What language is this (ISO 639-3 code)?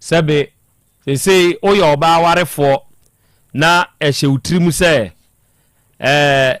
aka